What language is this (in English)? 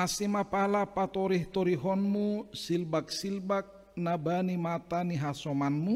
Batak Simalungun